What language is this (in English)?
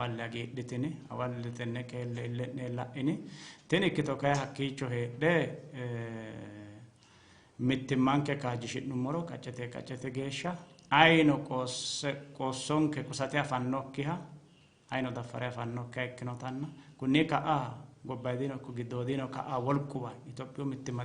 Sidamo